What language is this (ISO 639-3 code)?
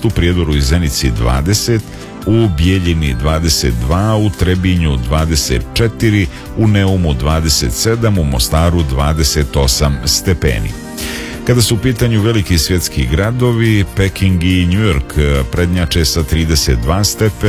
srp